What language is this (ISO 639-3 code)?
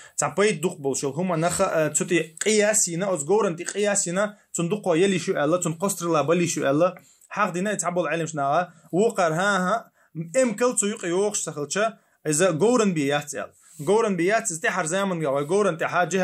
che